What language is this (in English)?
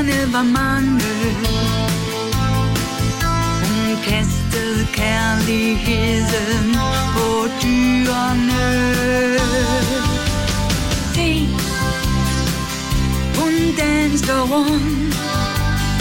Danish